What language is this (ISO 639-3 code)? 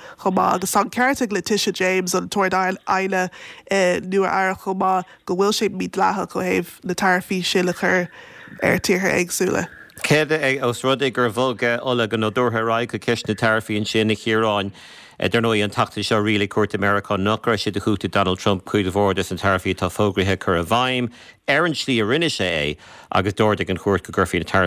gle